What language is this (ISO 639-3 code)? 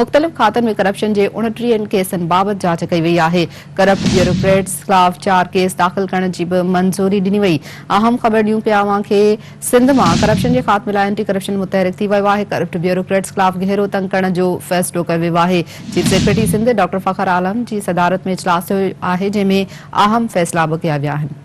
snd